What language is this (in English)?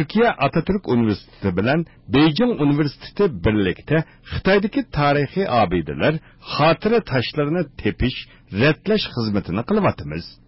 Uyghur